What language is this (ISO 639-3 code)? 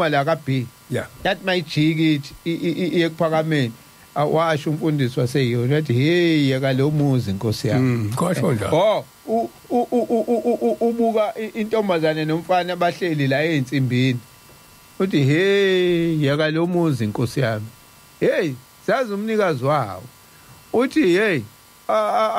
zul